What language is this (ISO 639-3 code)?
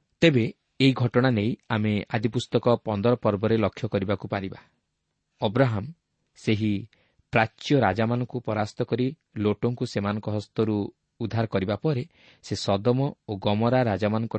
ori